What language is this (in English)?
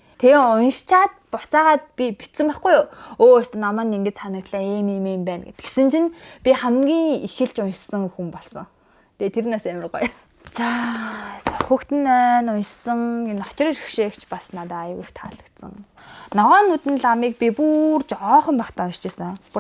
Mongolian